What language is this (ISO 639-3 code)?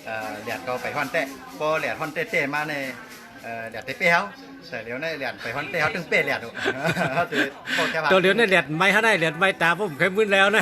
shn